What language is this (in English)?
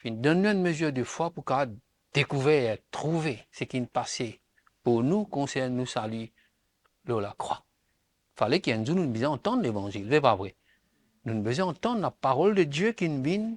Morisyen